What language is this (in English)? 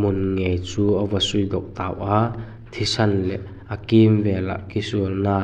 Vaiphei